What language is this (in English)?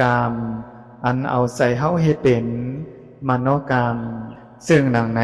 Lao